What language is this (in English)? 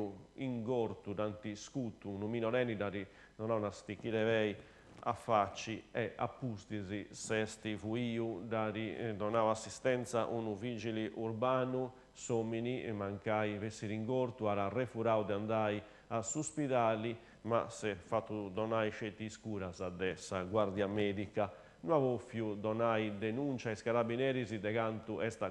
Sardinian